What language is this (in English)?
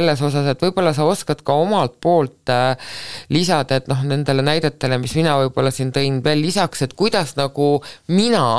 Estonian